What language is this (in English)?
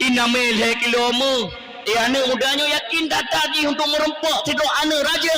Achinese